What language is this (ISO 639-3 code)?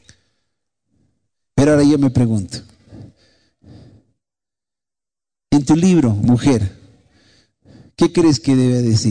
spa